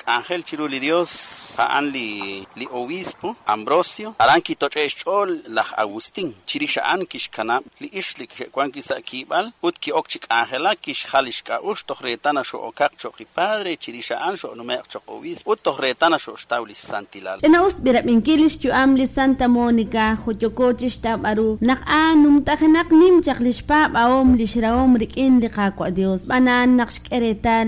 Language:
Kekchí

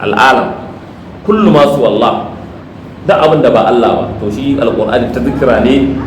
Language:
Hausa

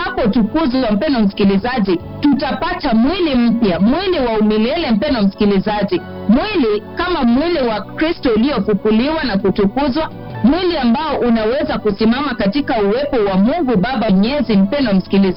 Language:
Swahili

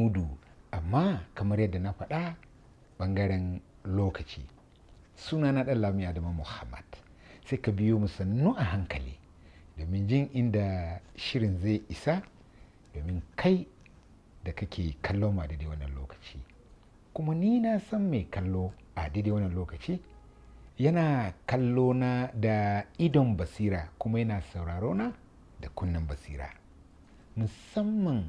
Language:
Hausa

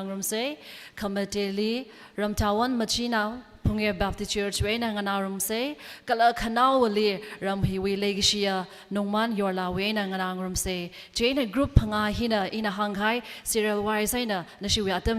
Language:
Tangkhul Naga (India)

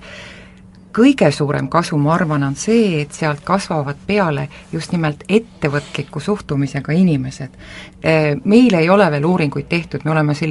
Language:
Estonian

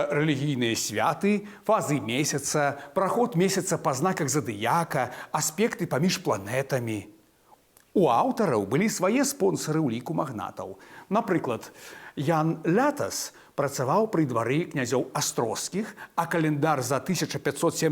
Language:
Belarusian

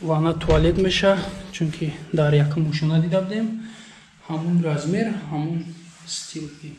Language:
Tajik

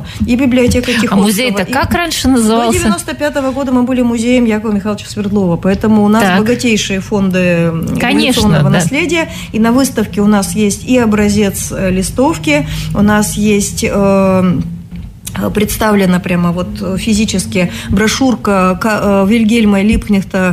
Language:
Russian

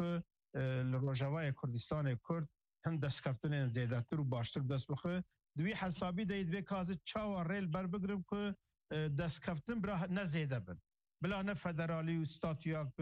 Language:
Kurdish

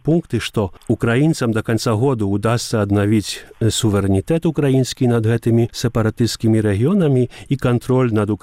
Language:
Belarusian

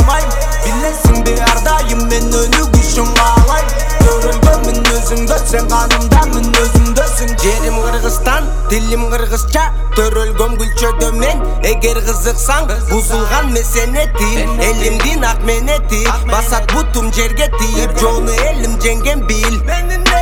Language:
Kyrgyz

